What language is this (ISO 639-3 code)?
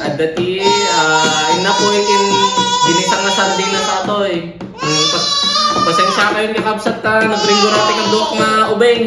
ilo